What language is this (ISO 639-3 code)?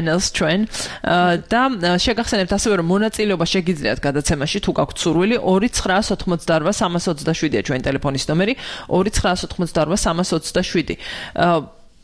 kat